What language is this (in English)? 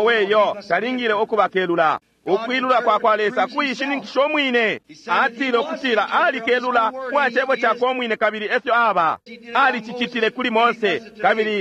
Bemba